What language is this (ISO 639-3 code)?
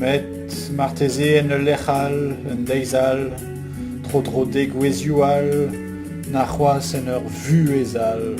bre